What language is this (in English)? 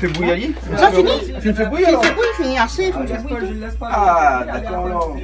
Réunion Creole French